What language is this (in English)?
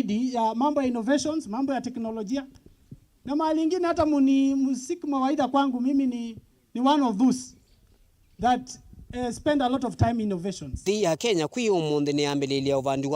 Kamba